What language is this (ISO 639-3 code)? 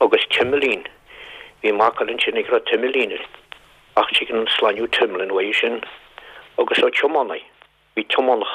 gle